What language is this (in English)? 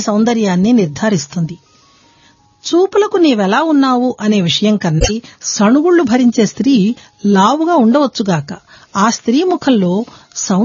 Telugu